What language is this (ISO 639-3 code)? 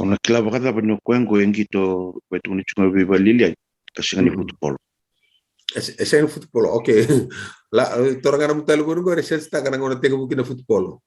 fij